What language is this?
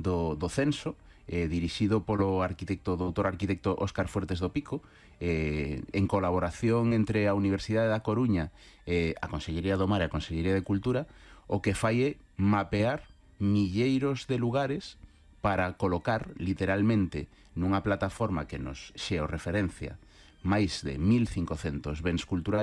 Galician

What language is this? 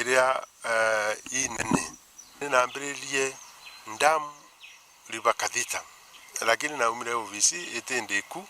Meru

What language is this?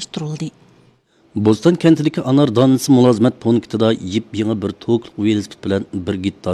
Uyghur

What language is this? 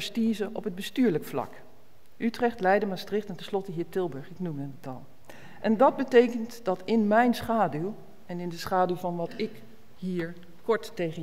Dutch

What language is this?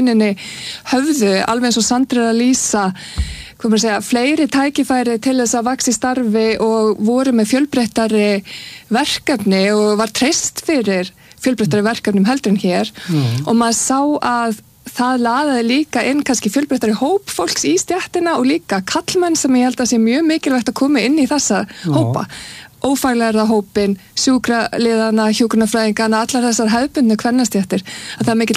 Icelandic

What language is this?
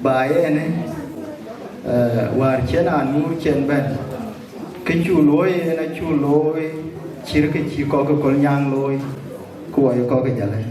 Dinka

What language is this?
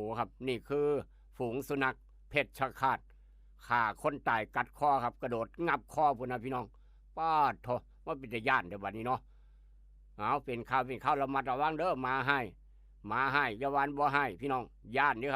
Northeastern Thai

